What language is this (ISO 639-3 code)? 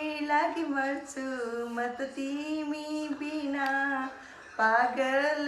nep